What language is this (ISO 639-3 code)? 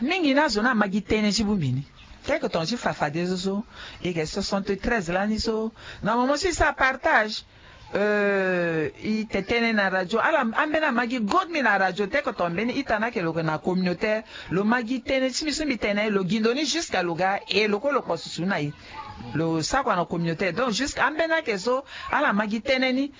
sag